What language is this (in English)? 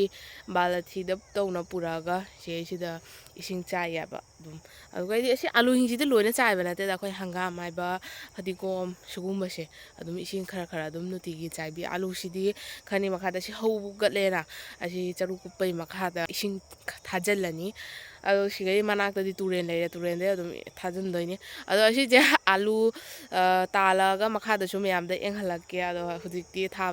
Manipuri